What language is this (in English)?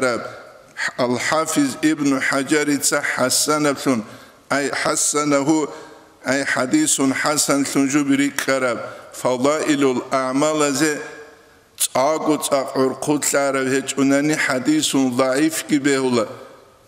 Avaric